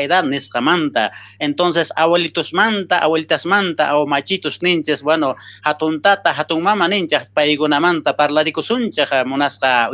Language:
South Bolivian Quechua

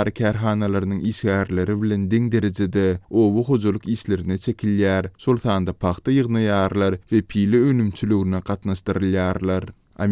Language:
Turkmen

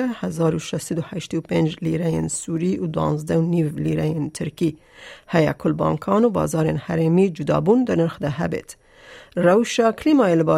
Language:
Kurdish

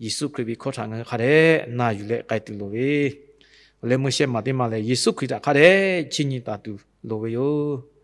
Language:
Lahu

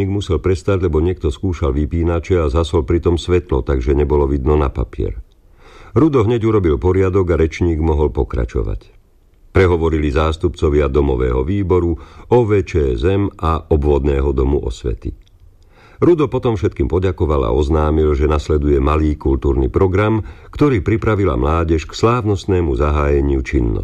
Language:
Slovak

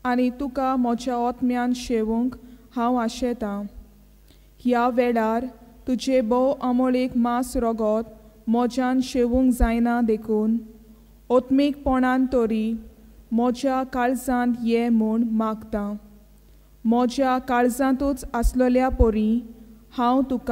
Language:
Konkani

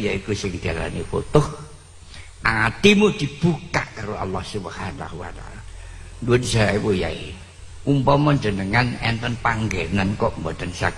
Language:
Javanese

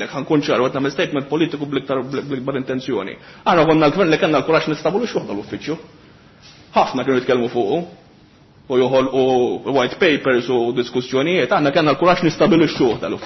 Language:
Maltese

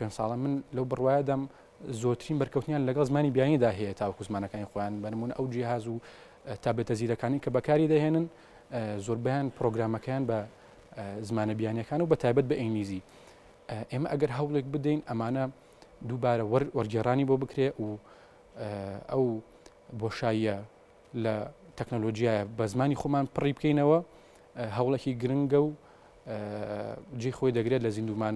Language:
Central Kurdish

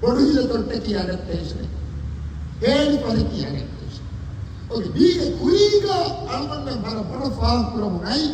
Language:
Divehi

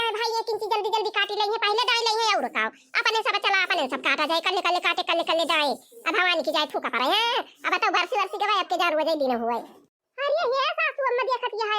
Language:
Awadhi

